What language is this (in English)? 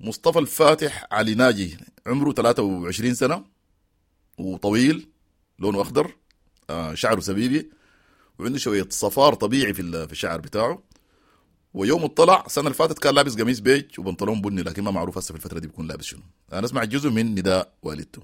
Sudanese Arabic